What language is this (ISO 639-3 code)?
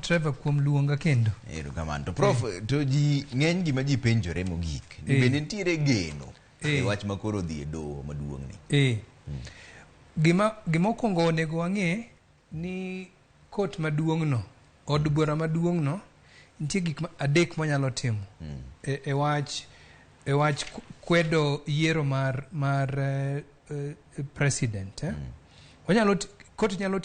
luo